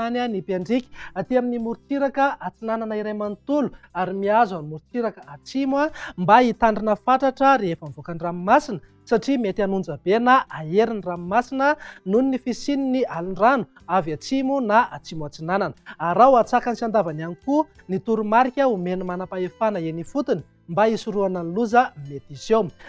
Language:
Malagasy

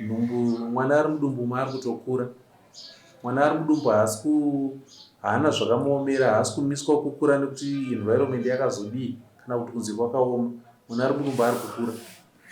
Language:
Shona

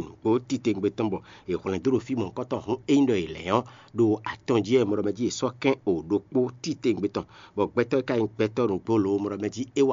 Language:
Fon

